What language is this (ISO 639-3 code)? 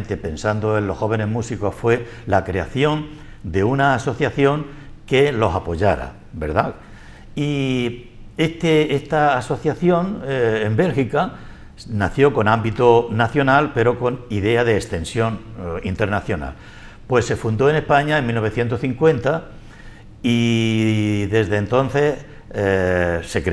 spa